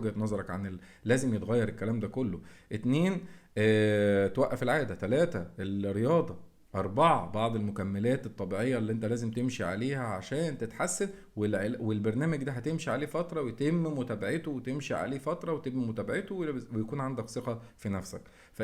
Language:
Egyptian Arabic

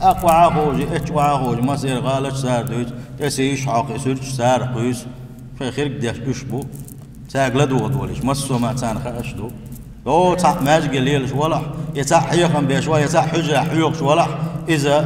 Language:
Chechen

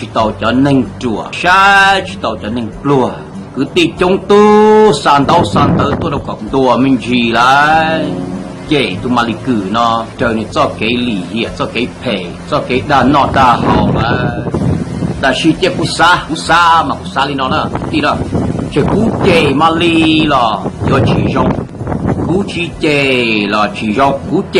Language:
Hmong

